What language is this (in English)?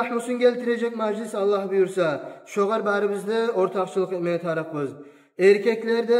Kumyk